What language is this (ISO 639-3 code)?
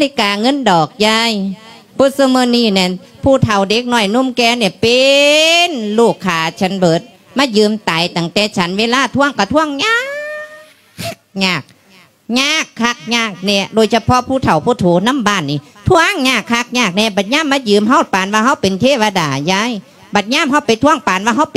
lao